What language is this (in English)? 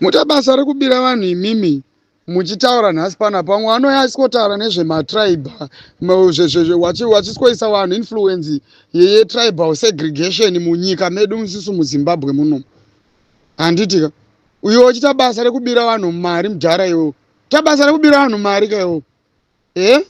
Shona